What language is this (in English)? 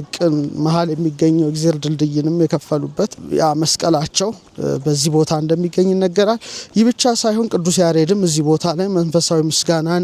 Amharic